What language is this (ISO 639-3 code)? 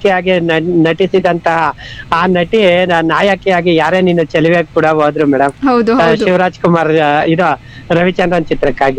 kan